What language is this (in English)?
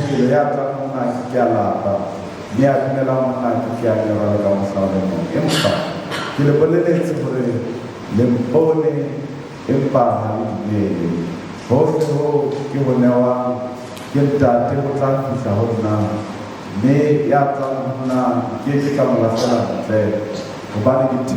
Southern Sotho